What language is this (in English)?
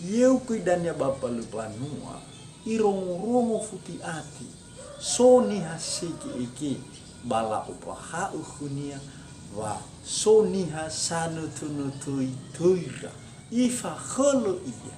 Nias